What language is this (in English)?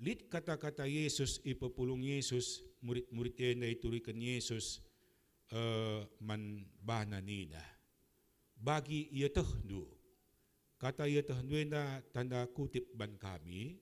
Batak Karo